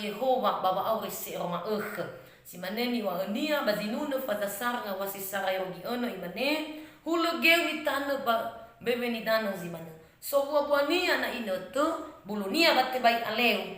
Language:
Nias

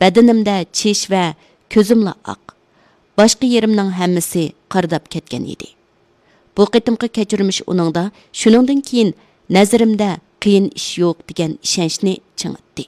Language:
Uyghur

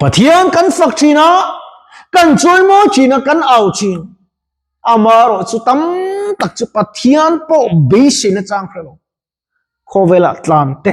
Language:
Mizo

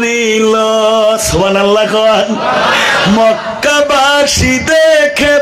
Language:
Bangla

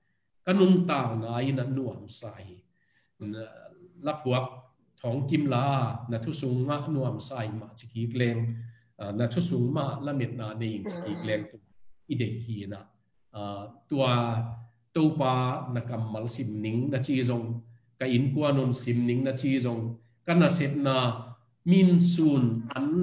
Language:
Tedim Chin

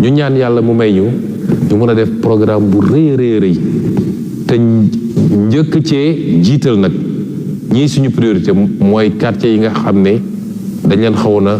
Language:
Wolof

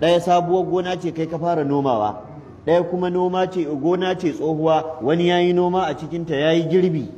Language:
Hausa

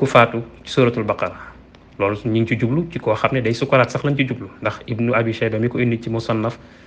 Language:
Wolof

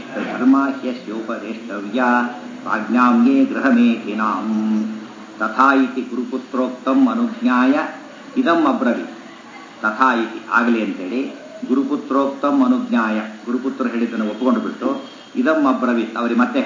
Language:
Kannada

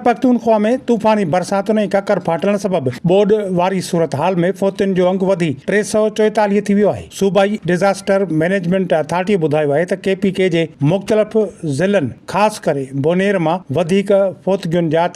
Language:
Sindhi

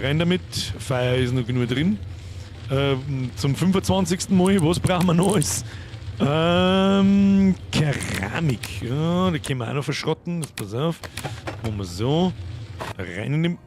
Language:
Bavarian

